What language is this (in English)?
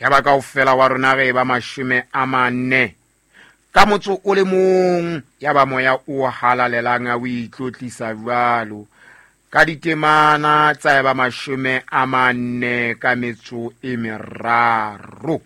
Southern Sotho